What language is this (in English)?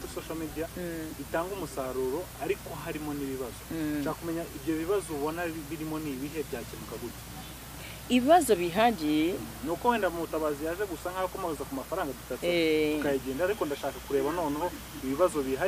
Kinyarwanda